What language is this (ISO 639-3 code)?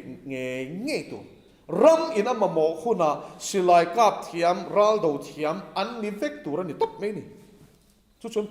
lus